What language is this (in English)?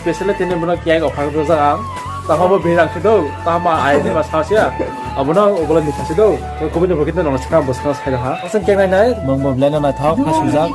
Kok Borok